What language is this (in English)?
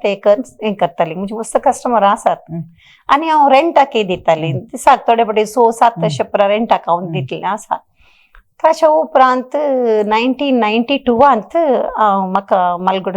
Konkani